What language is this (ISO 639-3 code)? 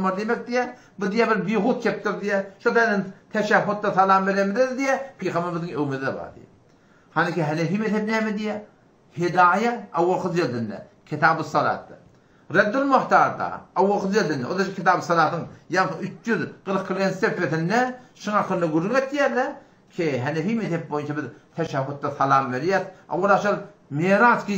tuk